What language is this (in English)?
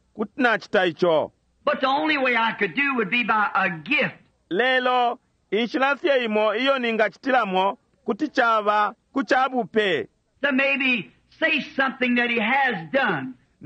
Bemba